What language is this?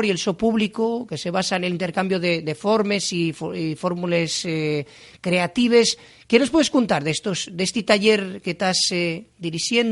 Asturian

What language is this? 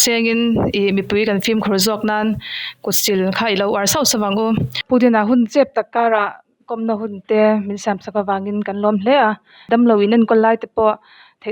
Mizo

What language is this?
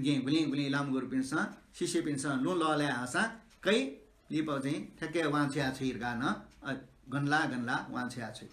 Newari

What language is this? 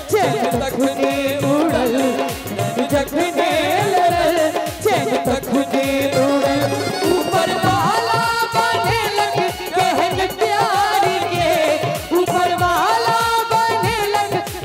Maithili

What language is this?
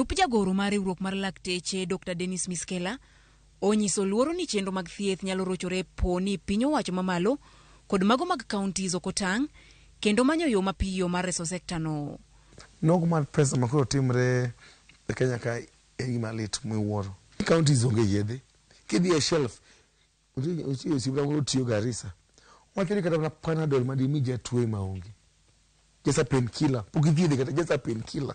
Luo (Kenya and Tanzania)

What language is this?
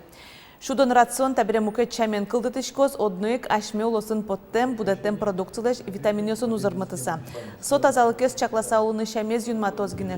Udmurt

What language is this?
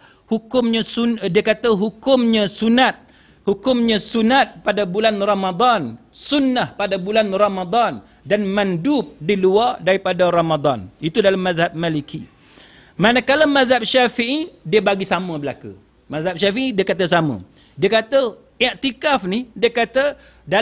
Malay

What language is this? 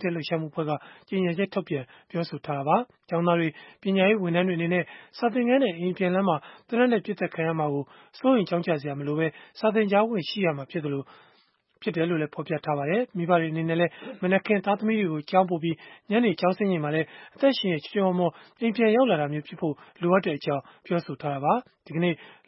Burmese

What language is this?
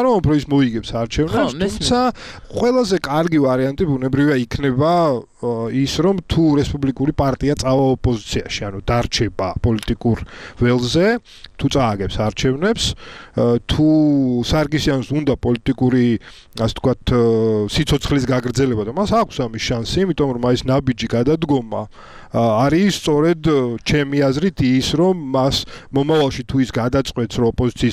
Georgian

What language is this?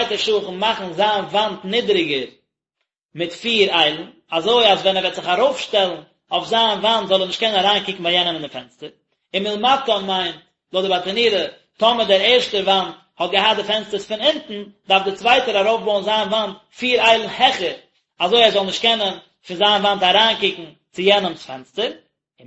Yiddish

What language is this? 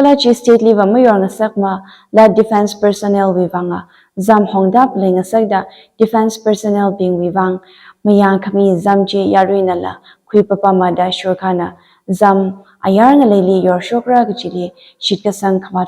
Tangkhul Naga (India)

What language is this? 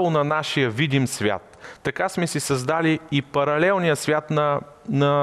Bulgarian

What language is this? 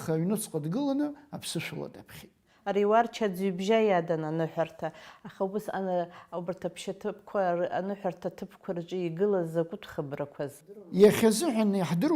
Abkhazian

